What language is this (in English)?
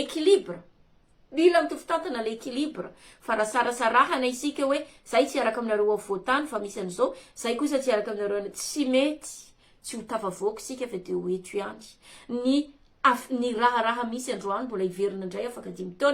Malagasy